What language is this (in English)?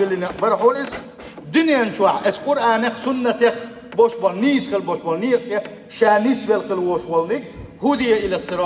Chechen